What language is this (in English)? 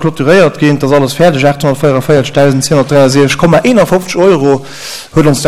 Luxembourgish